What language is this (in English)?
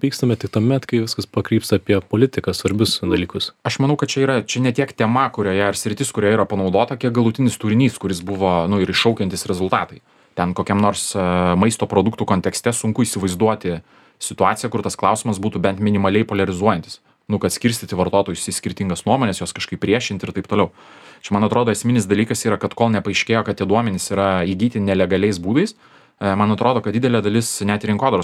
Lithuanian